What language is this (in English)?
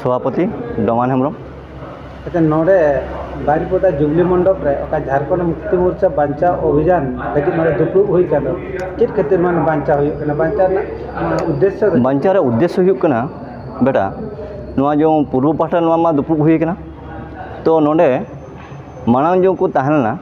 Santali